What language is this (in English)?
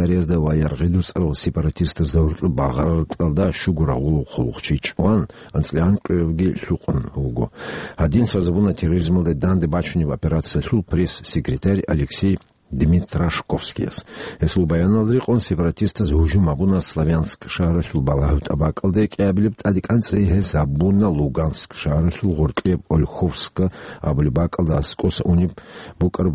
Avaric